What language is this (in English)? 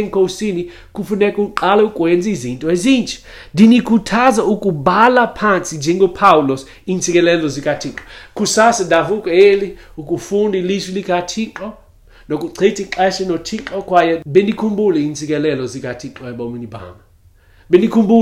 Xhosa